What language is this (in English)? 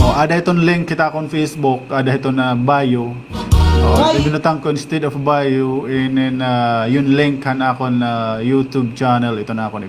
Waray